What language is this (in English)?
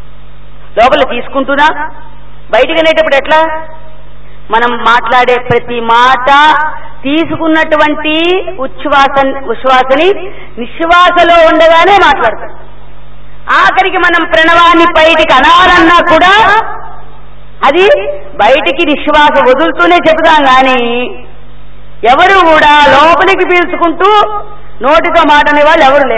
Telugu